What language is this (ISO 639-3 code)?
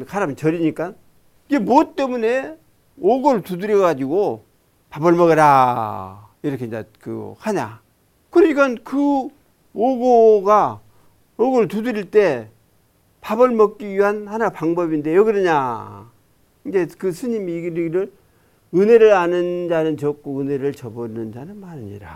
kor